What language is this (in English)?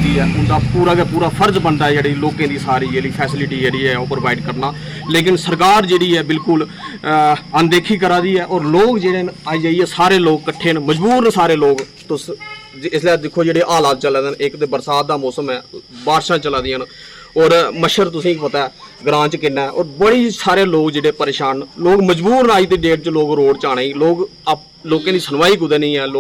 Dogri